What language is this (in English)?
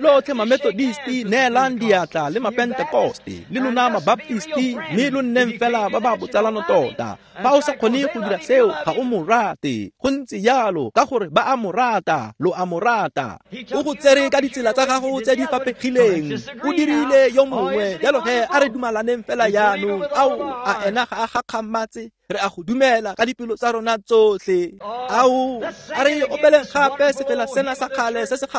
Tswana